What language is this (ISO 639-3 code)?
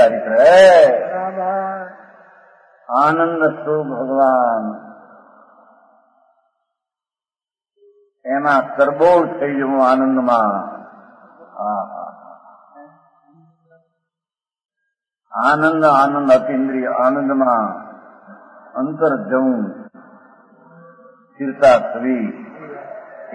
guj